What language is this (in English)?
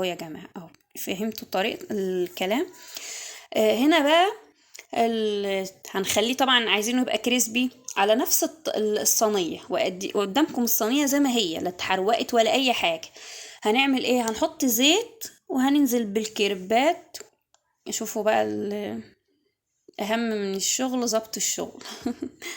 Egyptian Arabic